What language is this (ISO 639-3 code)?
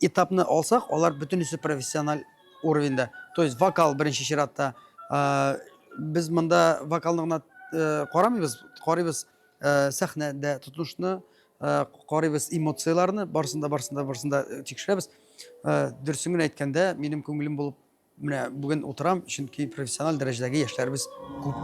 tat